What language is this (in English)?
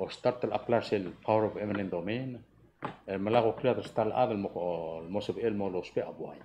Palauan